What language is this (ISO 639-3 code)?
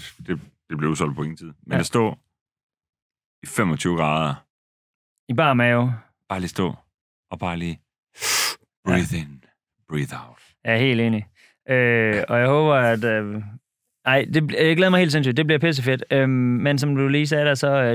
dan